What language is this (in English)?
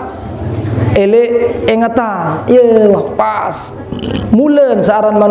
Sasak